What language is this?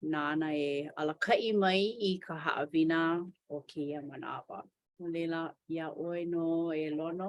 Hawaiian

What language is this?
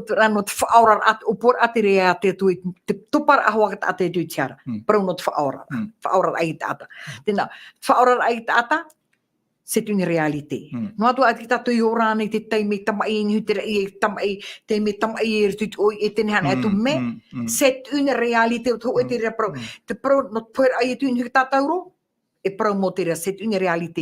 Tahitian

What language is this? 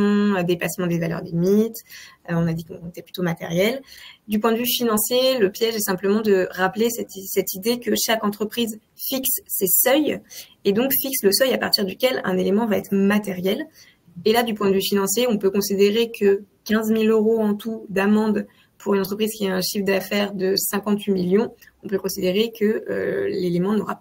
French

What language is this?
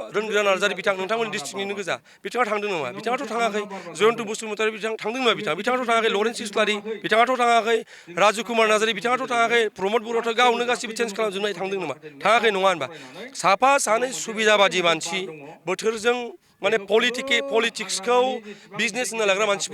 Bodo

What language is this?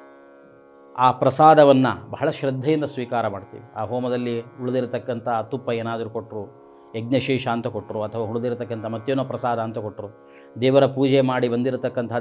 Kannada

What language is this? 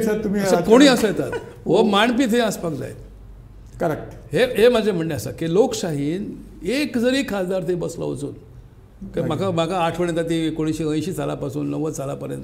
Konkani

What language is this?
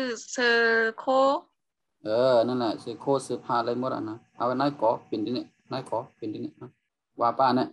Shan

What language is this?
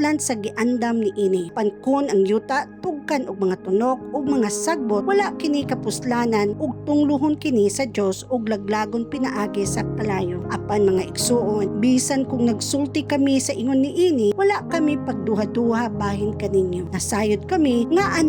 Cebuano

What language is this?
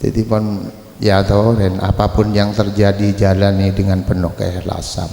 Madurese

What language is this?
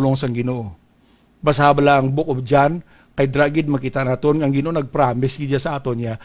Hiligaynon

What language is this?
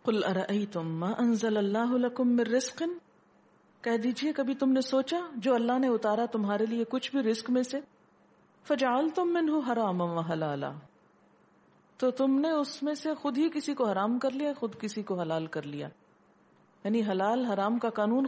Urdu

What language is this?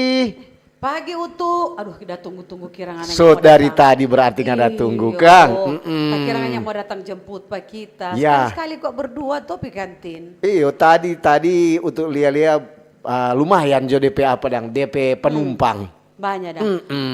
Manado Malay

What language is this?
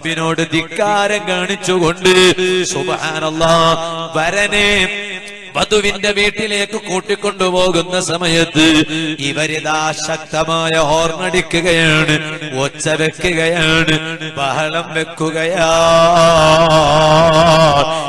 Malayalam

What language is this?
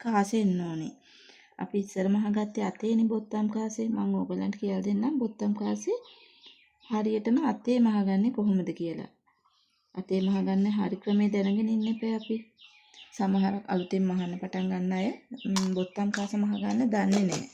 Sinhala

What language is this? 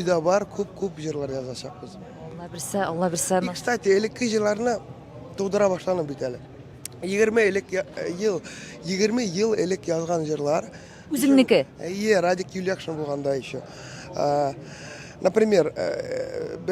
Tatar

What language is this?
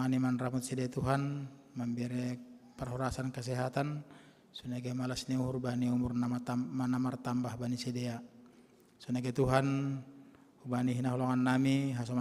Batak Simalungun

